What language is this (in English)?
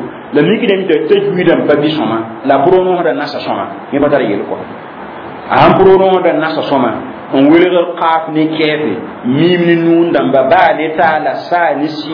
Mossi